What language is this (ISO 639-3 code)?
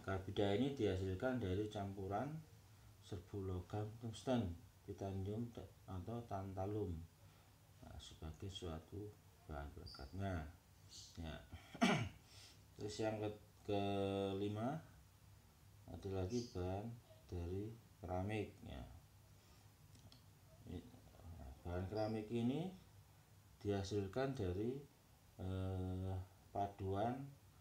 ind